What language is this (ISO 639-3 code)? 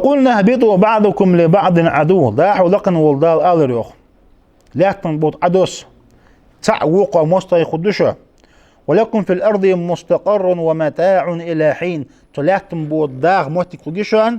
inh